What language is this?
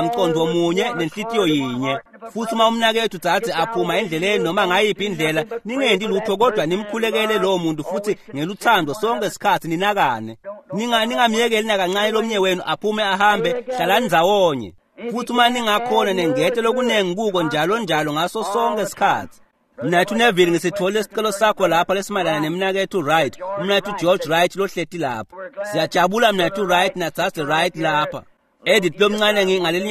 Swati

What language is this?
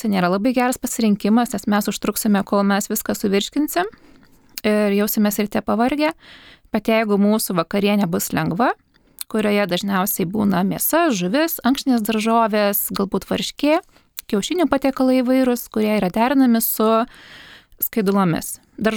Lithuanian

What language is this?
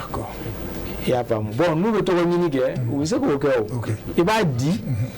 Bambara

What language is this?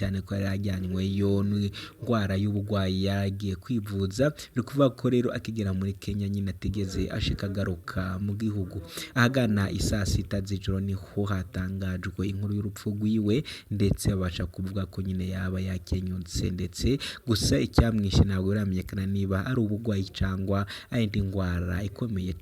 Rundi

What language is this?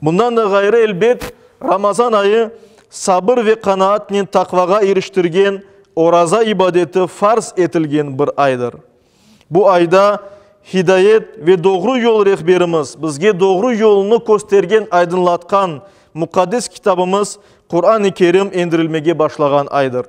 Crimean Tatar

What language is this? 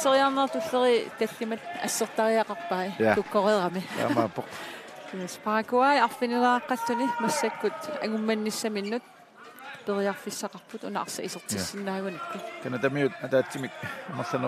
Kalaallisut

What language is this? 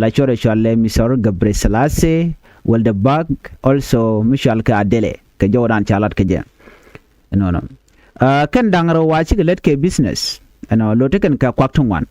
Nuer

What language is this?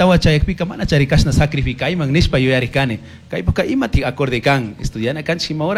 Chimborazo Highland Quichua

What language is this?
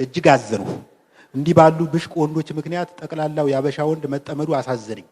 Amharic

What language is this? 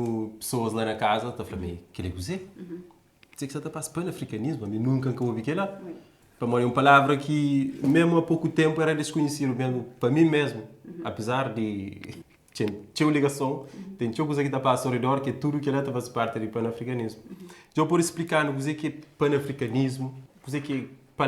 Kabuverdianu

